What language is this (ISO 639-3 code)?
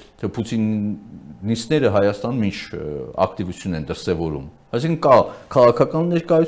hye